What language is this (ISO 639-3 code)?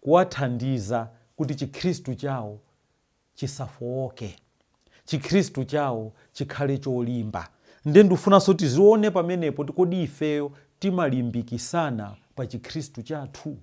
nya